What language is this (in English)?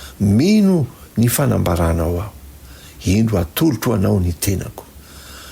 Malagasy